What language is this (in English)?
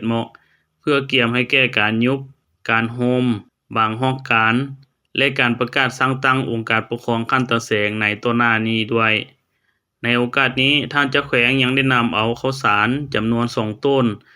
Lao